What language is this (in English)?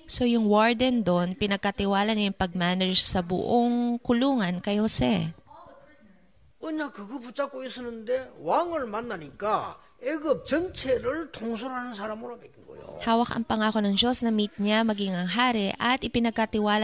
Filipino